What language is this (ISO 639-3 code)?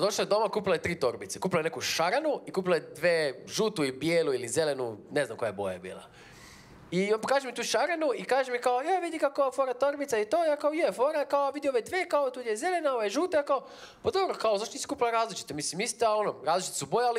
hrv